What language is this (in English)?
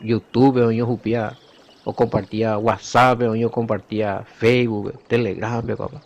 Guarani